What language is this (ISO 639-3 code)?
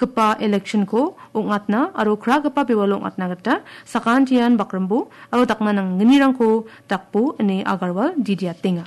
grt